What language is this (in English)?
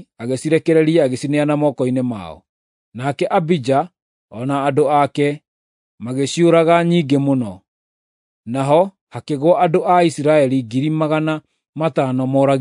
Kikuyu